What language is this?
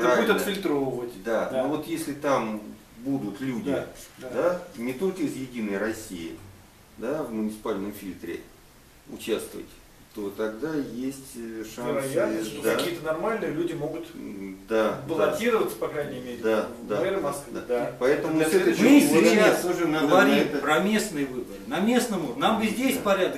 Russian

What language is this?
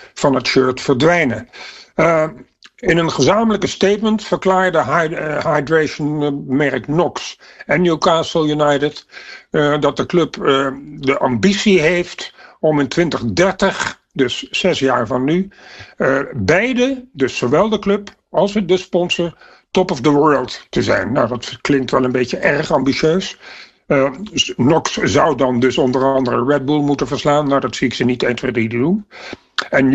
Dutch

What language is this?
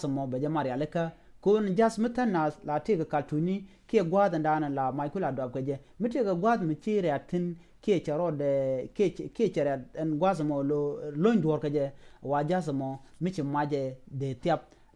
Nuer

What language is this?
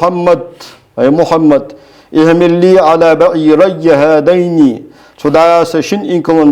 Ingush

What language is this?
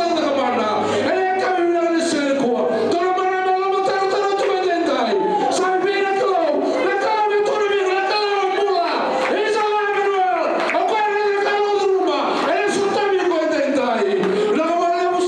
Fijian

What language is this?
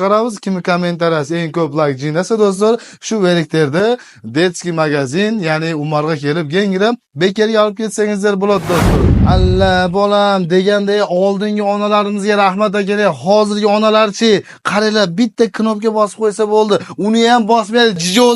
Uzbek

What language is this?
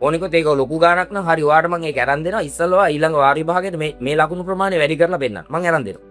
Sinhala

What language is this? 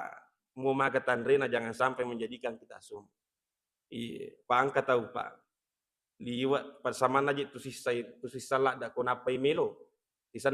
Buginese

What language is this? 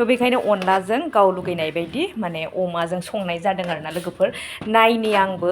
Bodo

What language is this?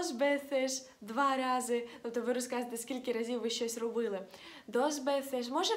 Ukrainian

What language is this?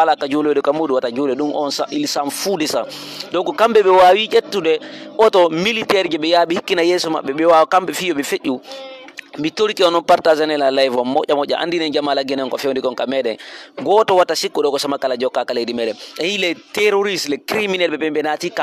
Fula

